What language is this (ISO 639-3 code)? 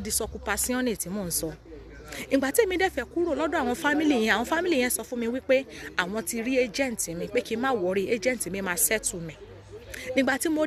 yor